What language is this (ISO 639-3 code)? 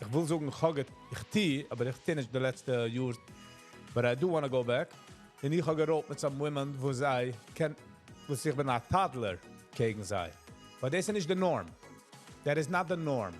yid